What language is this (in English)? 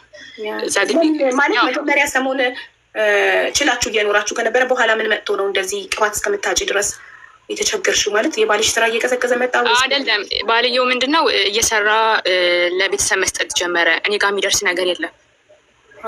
Amharic